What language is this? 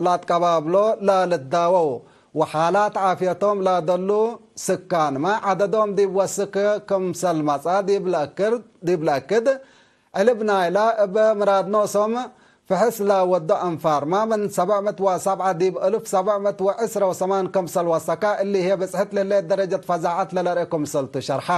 Tigre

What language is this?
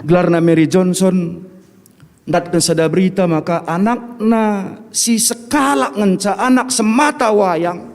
Batak Karo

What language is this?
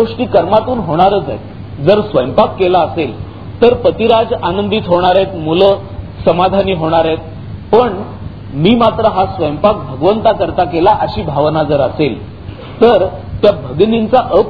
Marathi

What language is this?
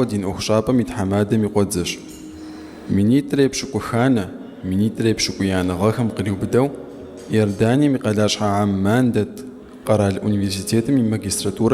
Kabardian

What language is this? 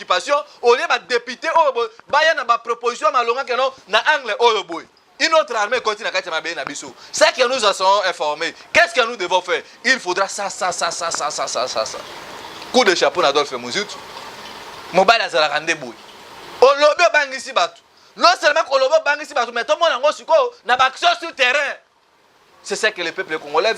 Lingala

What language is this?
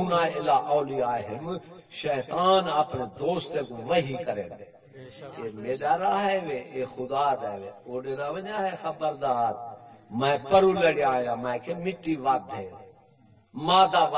Saraiki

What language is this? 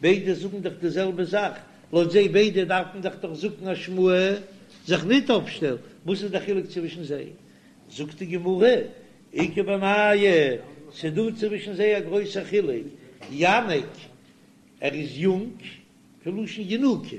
Yiddish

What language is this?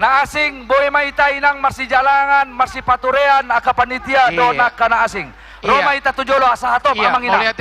Batak Toba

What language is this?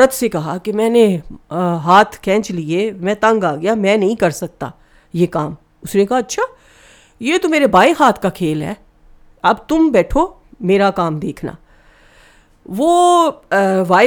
Urdu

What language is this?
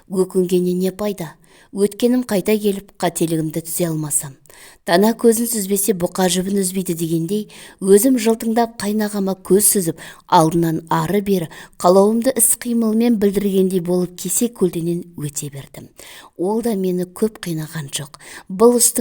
Kazakh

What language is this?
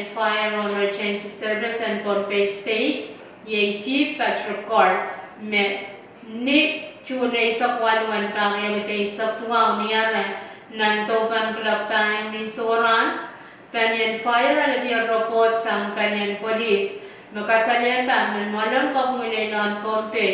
Pohnpeian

